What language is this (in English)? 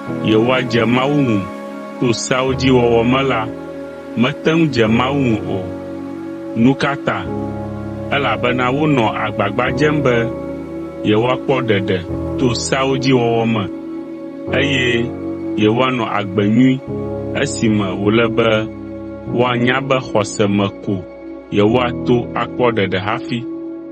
Ewe